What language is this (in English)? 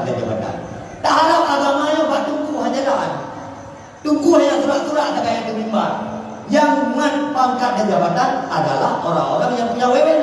Achinese